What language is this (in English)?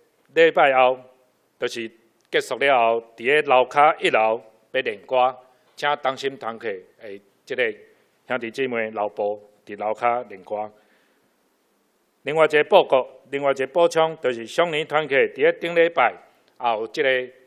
Min Nan Chinese